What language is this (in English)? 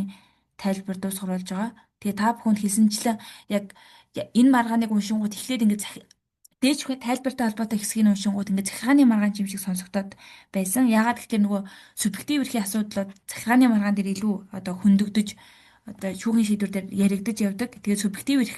Mongolian